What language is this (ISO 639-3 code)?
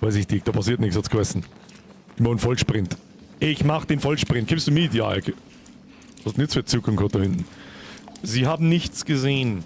bar